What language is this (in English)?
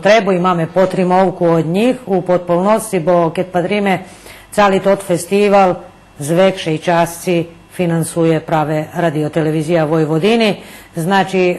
Rusyn